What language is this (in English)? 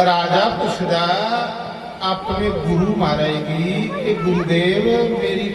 Dogri